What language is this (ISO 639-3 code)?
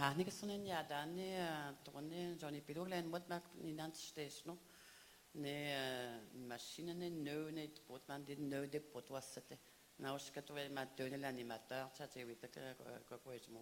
fra